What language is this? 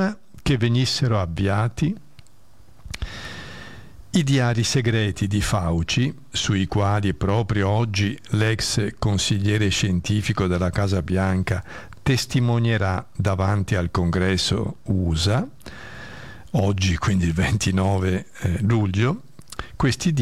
Italian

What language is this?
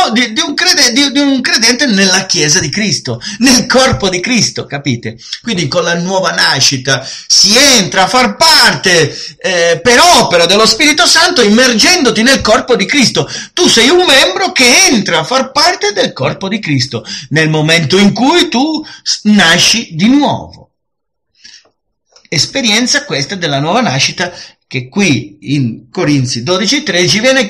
Italian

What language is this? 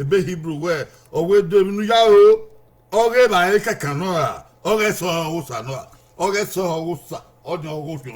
Bini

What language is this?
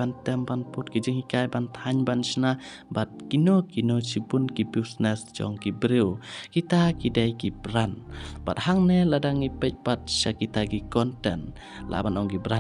Khasi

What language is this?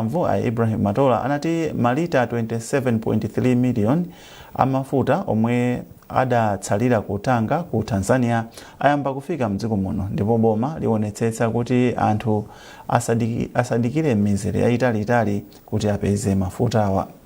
Nyanja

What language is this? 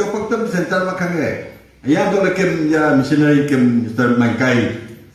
Wancho Naga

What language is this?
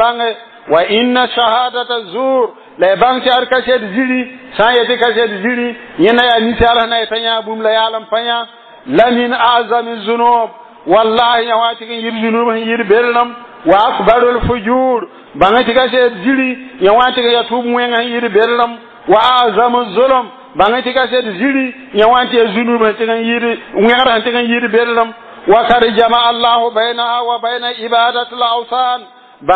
Mossi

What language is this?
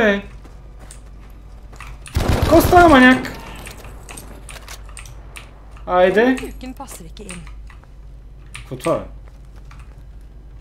Bulgarian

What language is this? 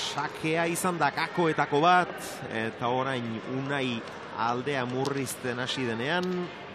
Basque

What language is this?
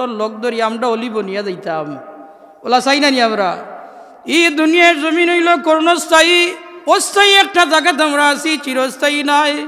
Sylheti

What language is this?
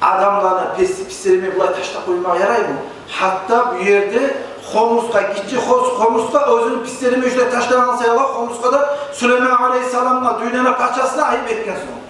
Kumyk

